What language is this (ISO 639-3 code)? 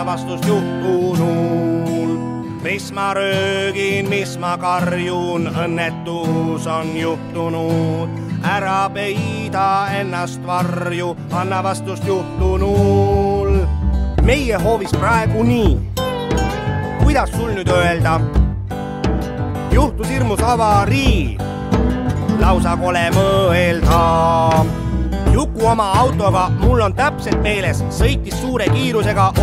est